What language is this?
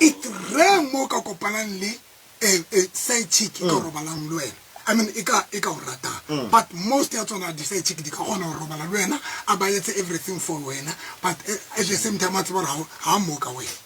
Tswana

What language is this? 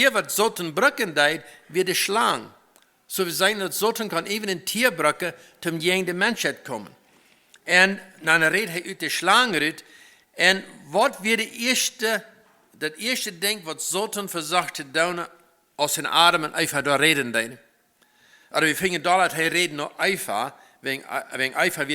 Plautdietsch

